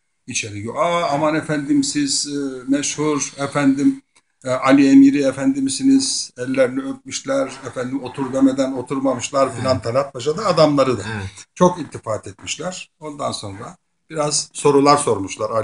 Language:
Turkish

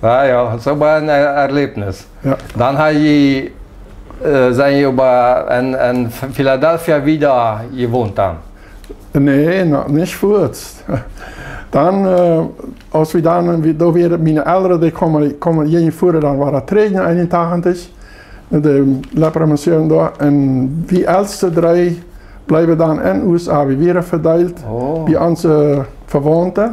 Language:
Plautdietsch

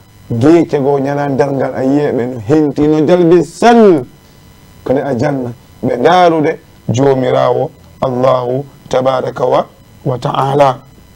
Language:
Fula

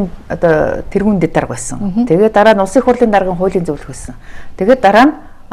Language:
Mongolian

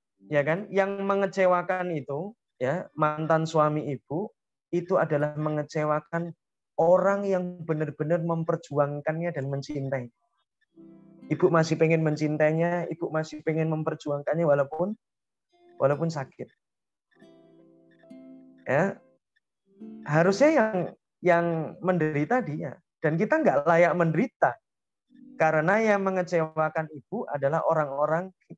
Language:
Indonesian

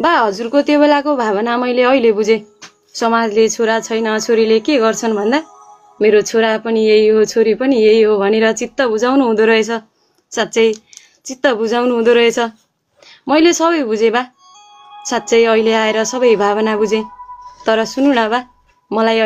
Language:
Nepali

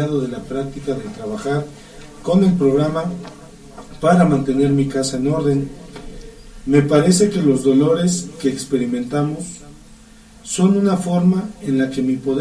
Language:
Spanish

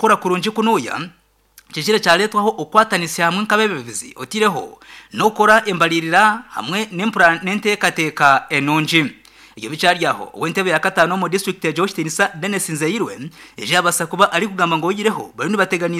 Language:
Nyankole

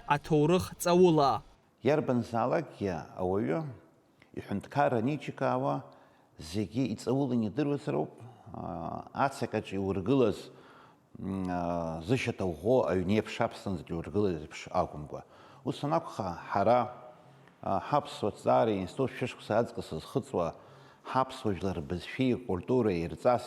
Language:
Abkhazian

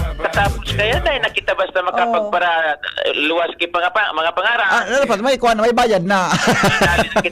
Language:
Bikol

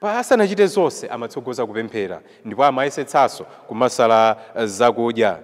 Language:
Nyanja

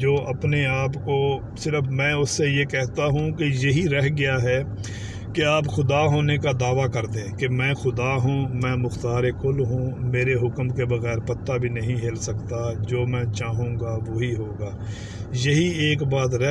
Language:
Urdu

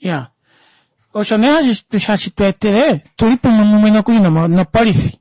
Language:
Kuanyama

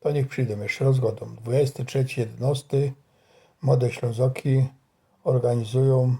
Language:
Silesian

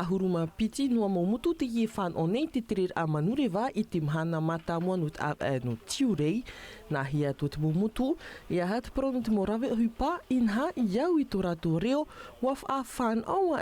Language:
Tahitian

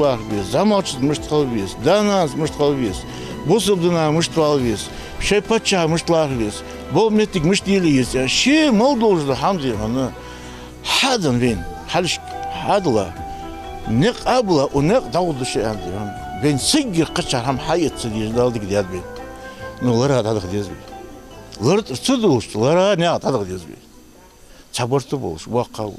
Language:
Ingush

